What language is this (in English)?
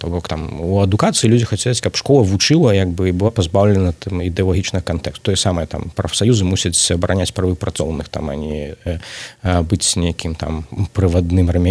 Belarusian